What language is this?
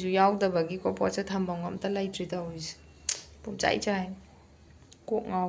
Manipuri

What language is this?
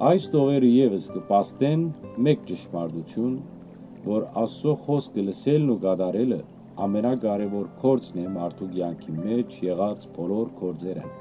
Western Armenian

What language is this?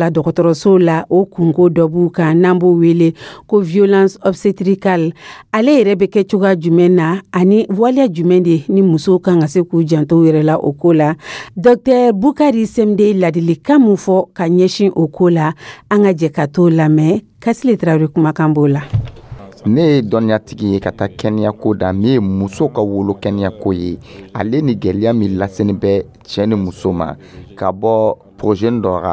Dyula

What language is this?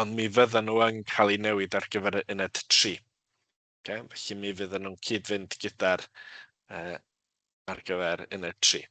Welsh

